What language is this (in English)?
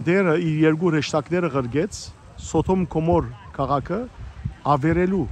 Western Armenian